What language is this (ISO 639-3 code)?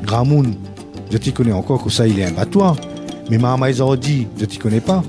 rcf